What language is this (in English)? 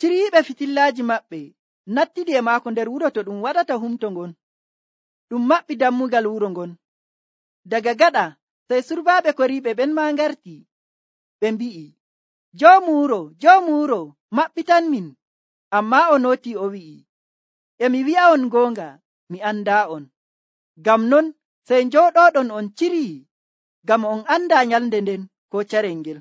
Nigerian Fulfulde